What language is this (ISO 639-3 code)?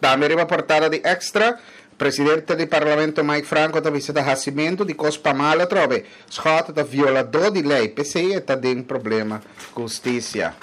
pap